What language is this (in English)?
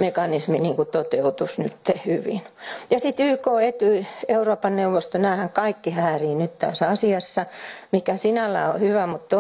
Finnish